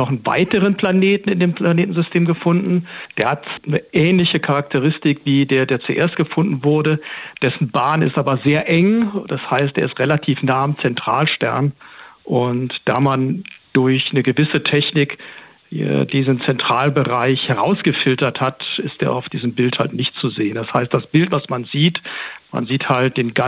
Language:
German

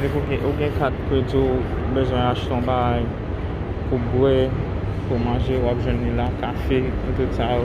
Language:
Haitian Creole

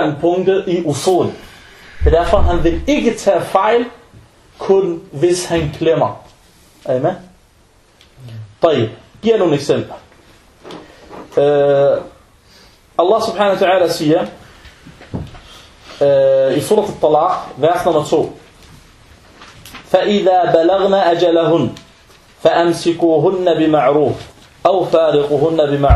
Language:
Danish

